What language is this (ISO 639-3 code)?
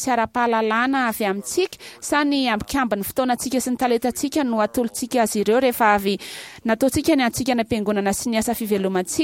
mlg